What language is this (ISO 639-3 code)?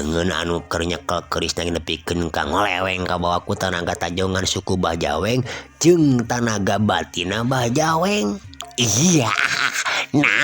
sun